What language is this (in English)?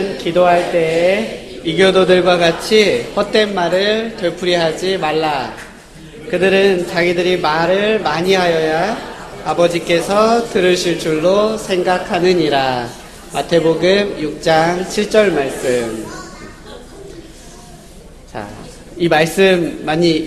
Korean